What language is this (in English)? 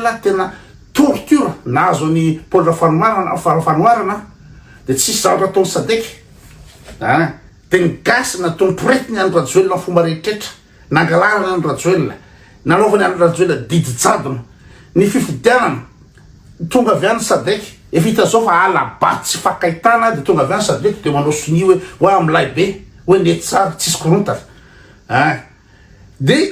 Malagasy